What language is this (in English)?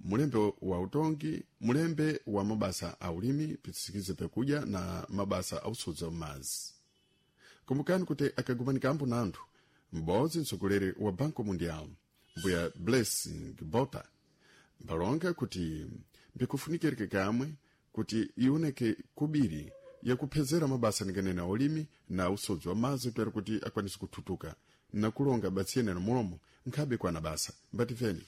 Sena